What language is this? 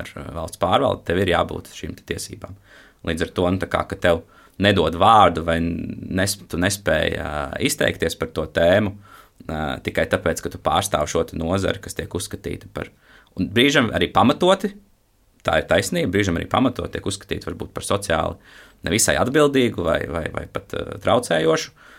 Latvian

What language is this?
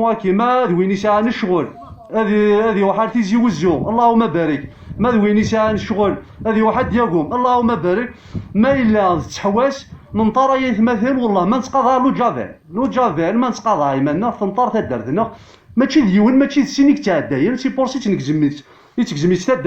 Kabyle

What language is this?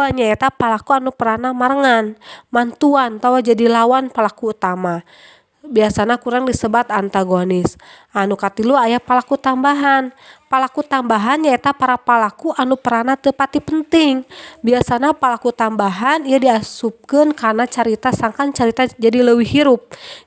Sundanese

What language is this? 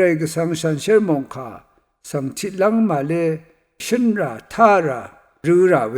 Rawang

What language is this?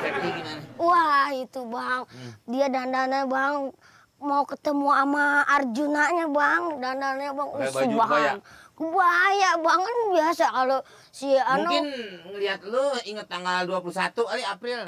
Betawi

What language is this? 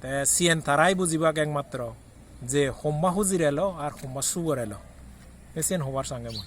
Chakma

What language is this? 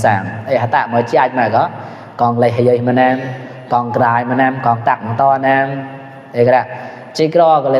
Mon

